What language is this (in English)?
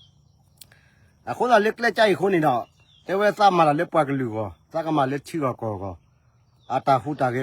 S'gaw Karen